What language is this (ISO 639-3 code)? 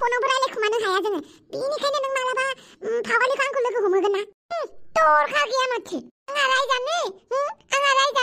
brx